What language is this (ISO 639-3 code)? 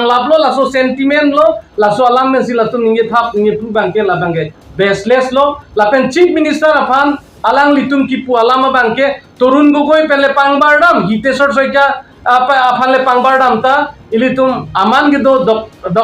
mjw